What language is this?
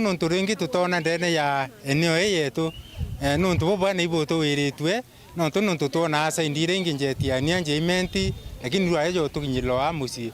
Meru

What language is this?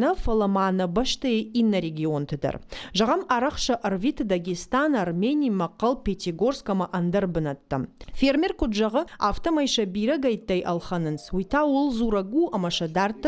Ossetic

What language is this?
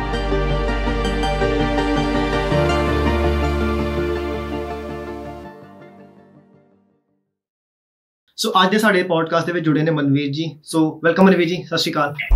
Punjabi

